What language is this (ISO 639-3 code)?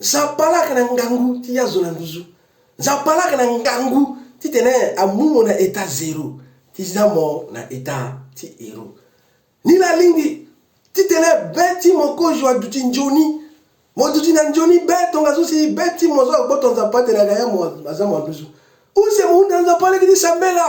sag